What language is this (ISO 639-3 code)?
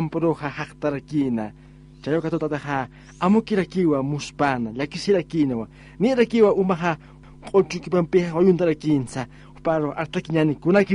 aym